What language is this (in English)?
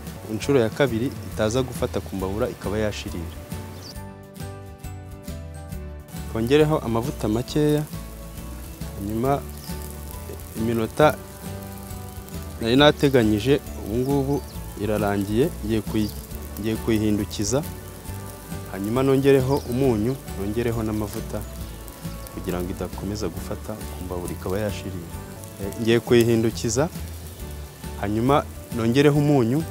Kinyarwanda